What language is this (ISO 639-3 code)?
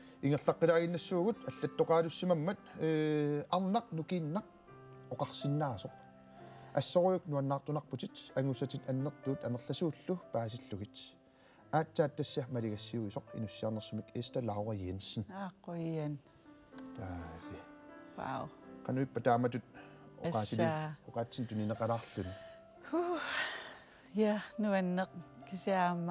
kal